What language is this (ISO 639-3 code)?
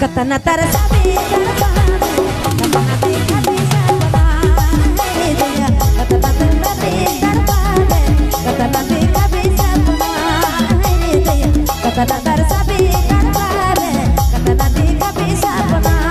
sck